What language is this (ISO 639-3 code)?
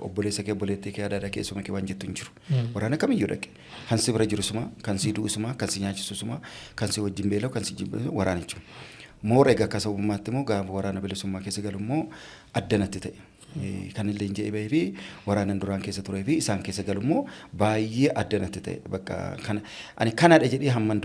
orm